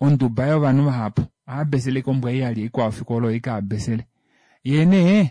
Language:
Kuanyama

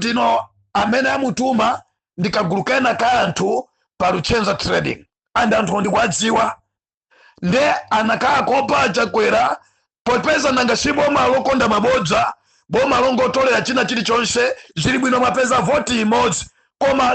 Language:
Nyanja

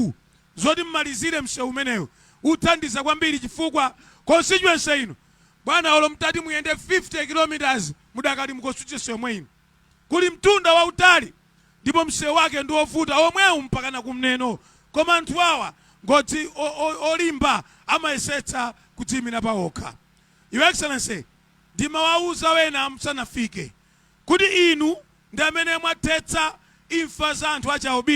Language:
Nyanja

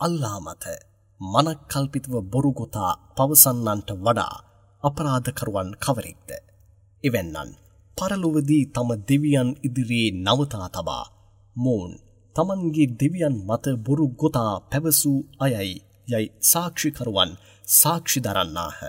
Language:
Sinhala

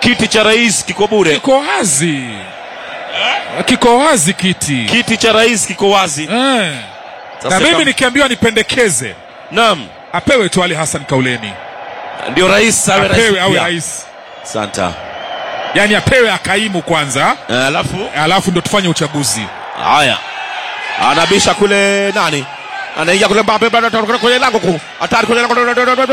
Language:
Swahili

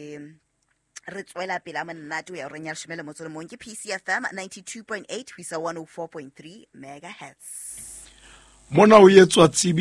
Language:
Southern Sotho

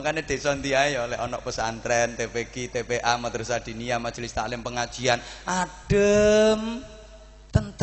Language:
Javanese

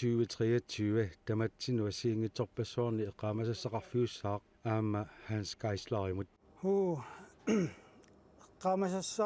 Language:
Kalaallisut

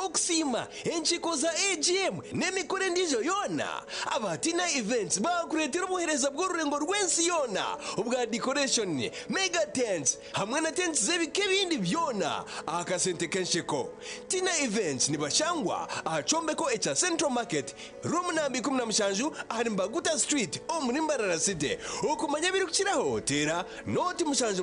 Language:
Nyankole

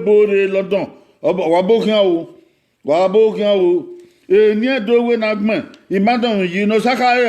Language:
Bini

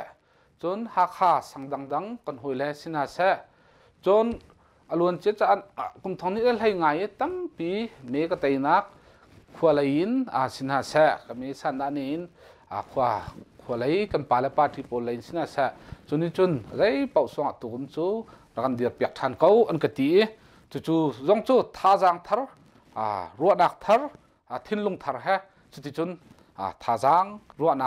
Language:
Hakha Chin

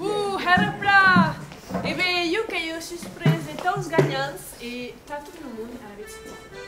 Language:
Occitan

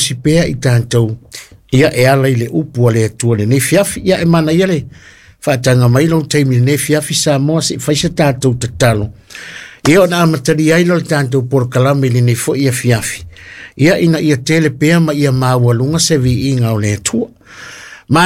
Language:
Samoan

